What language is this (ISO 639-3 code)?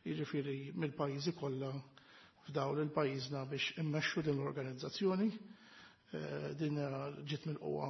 mlt